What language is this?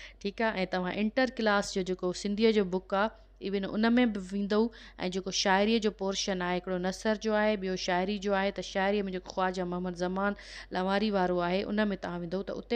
Sindhi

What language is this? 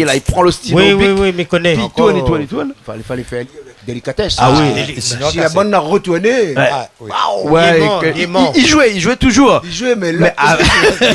Réunion Creole French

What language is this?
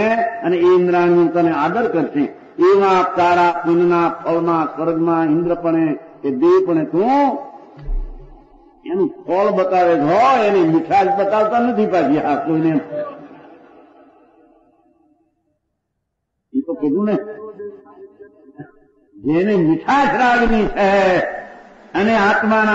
Gujarati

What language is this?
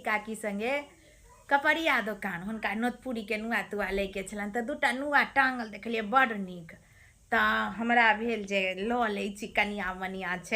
Maithili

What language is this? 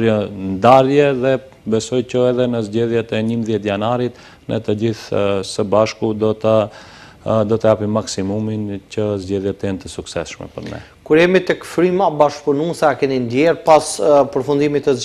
Albanian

